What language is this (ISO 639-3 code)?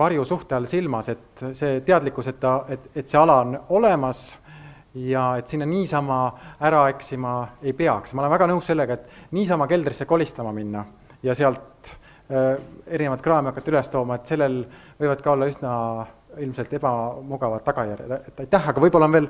est